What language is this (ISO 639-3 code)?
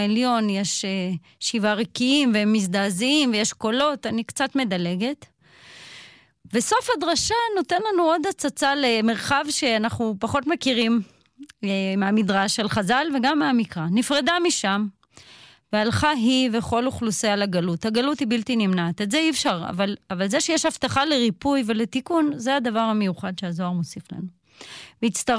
heb